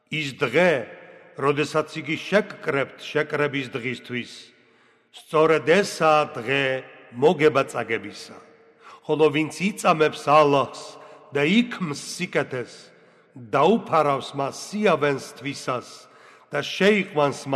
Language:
Georgian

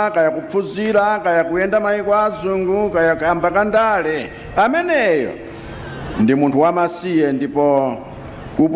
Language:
Nyanja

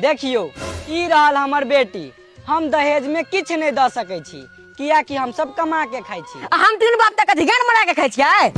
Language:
Maithili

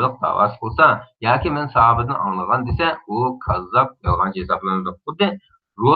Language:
Uyghur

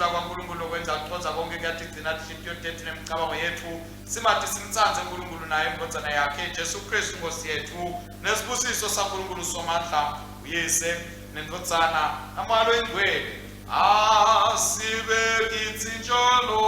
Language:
Swati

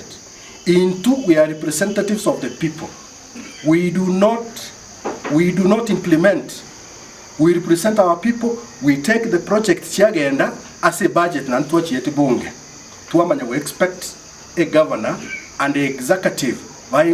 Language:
Gusii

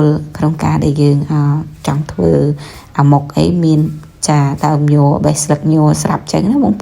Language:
Khmer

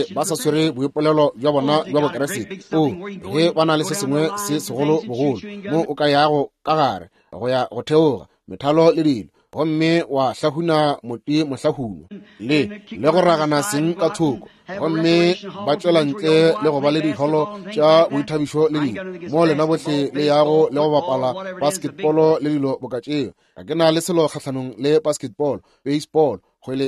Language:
Northern Sotho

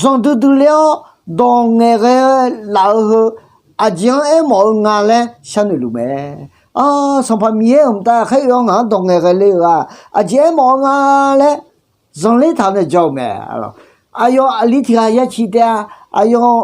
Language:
Akha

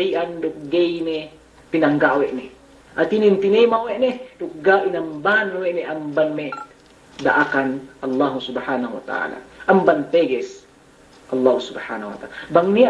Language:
Yakan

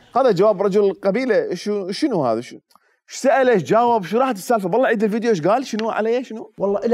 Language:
Mesopotamian Arabic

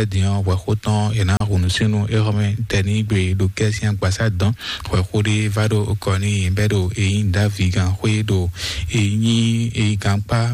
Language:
Fon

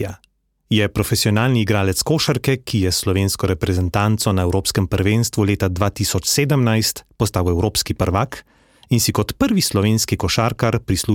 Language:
Slovenian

